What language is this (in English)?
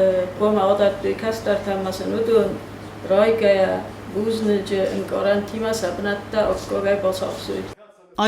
Ossetic